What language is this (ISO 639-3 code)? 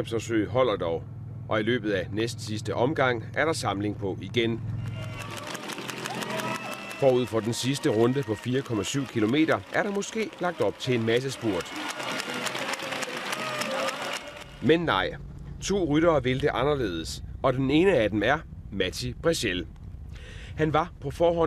dan